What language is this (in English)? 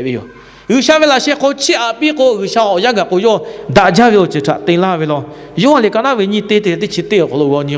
Lahu